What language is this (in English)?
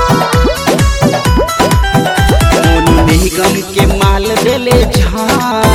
Bhojpuri